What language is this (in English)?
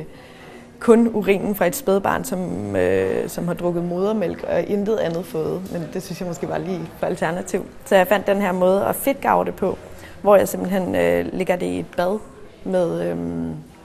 Danish